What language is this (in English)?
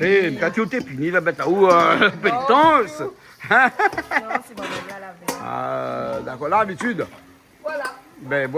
Réunion Creole French